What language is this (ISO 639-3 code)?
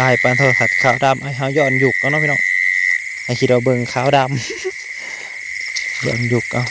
tts